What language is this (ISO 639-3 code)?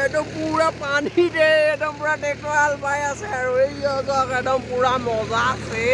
asm